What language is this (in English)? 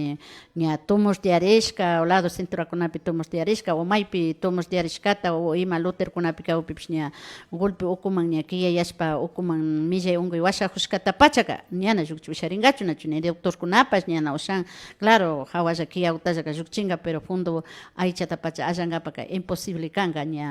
Imbabura Highland Quichua